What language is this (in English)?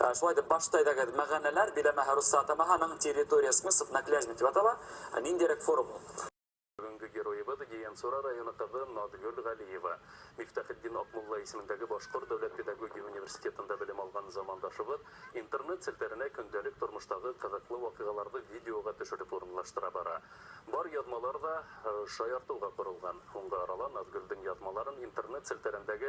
Bashkir